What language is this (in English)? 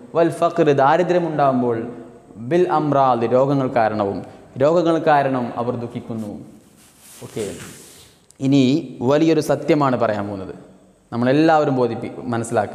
Malayalam